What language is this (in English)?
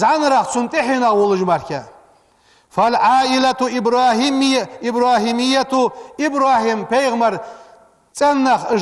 Ingush